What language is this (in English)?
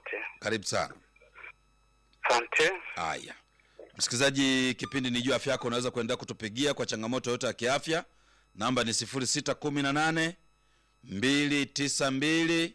Swahili